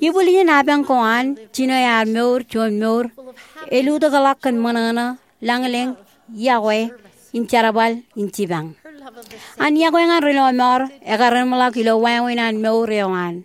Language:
Marshallese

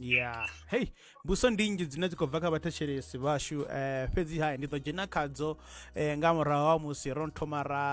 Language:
Venda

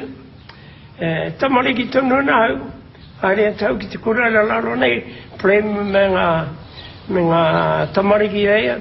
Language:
Māori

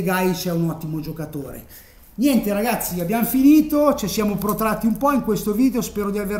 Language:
Italian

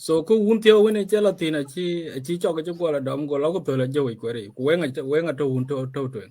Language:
Dinka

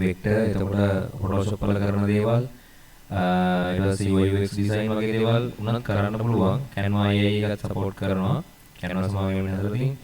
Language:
Sinhala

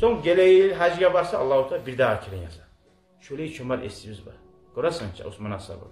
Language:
Kumyk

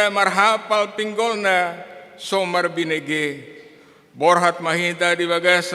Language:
Batak Toba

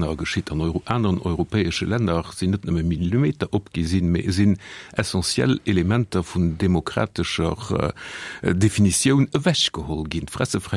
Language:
Luxembourgish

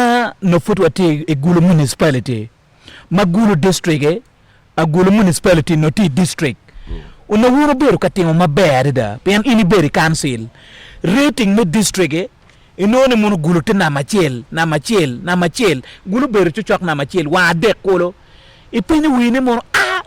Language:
Acoli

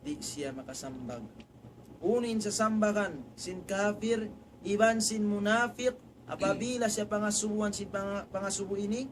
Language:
Tausug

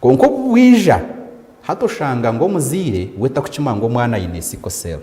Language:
Nyankole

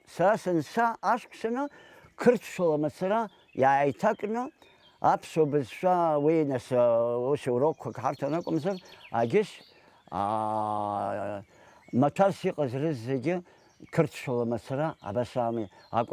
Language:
Abkhazian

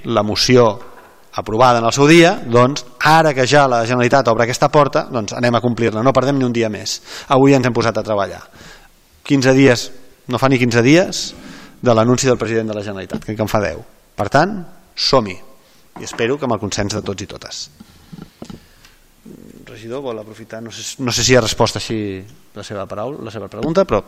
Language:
Catalan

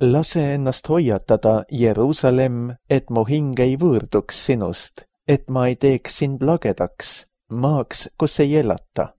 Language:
Estonian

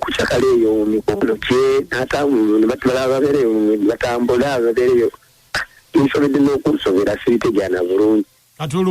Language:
Ganda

